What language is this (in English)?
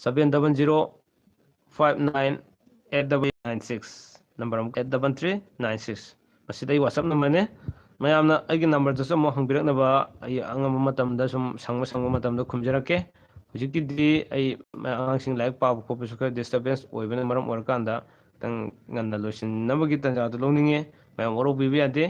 Manipuri